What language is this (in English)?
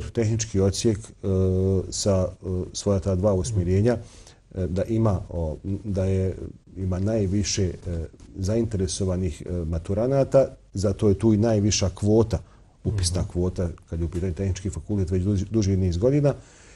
Bosnian